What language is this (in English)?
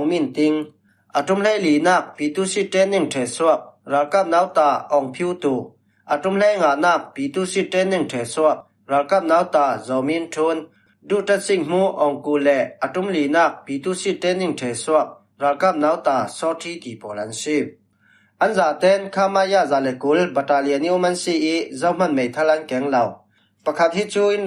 Falam Chin